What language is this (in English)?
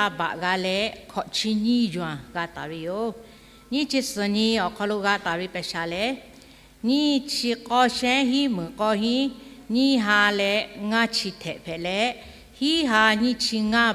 Lahu